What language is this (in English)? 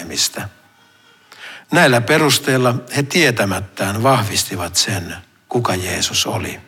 Finnish